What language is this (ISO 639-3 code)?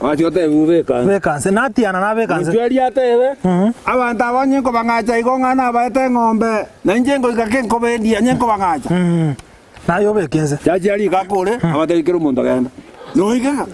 guz